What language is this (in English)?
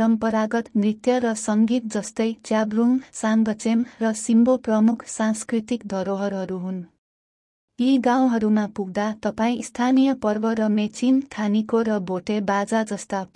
Nepali